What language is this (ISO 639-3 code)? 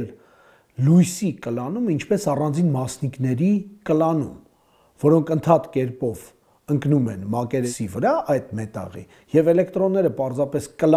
hye